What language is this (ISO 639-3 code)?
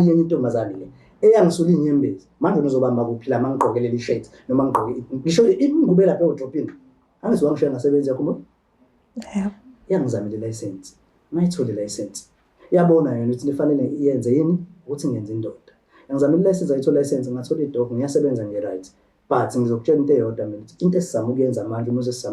zul